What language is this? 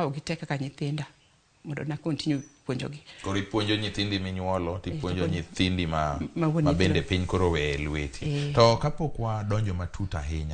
Luo (Kenya and Tanzania)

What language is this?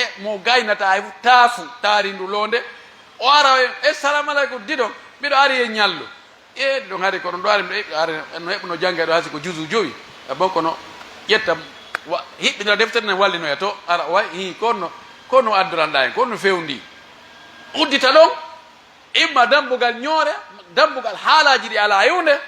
Pular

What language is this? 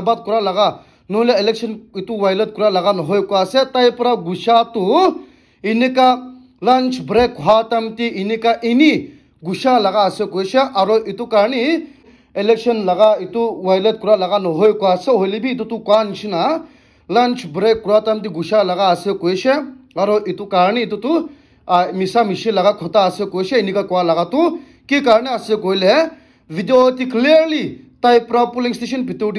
Naga Pidgin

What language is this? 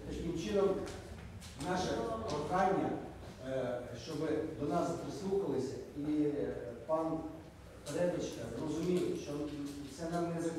Ukrainian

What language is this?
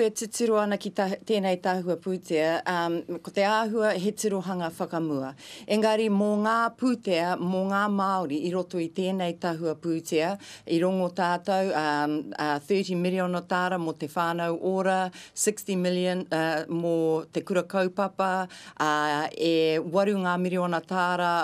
Māori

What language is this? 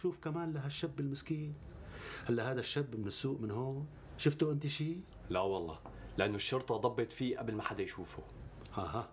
North Levantine Arabic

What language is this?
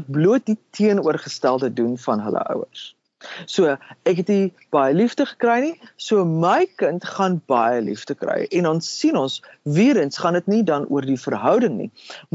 Afrikaans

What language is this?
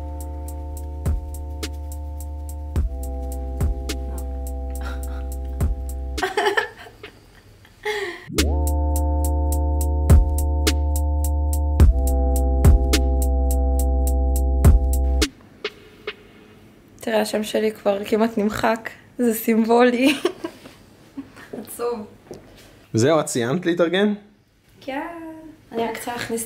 Hebrew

